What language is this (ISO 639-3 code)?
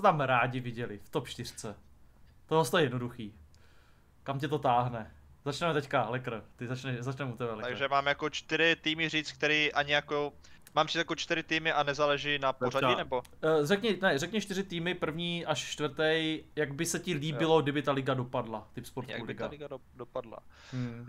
ces